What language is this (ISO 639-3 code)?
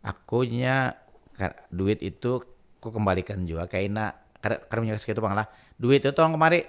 bjn